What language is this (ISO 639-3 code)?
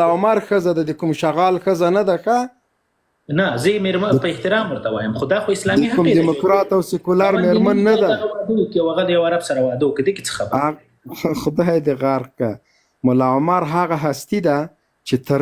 pus